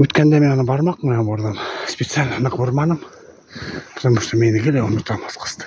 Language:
Bashkir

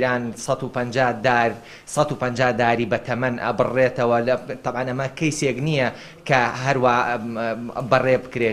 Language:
Central Kurdish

